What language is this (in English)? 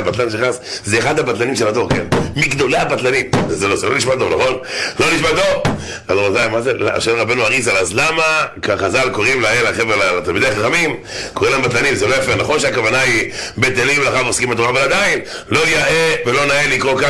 Hebrew